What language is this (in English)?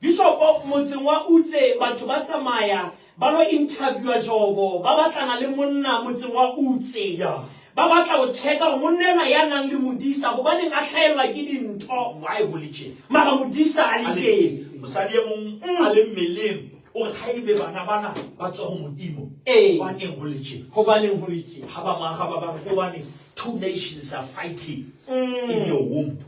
Southern Sotho